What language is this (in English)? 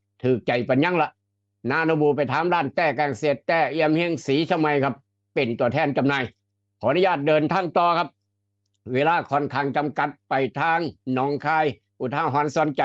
Northeastern Thai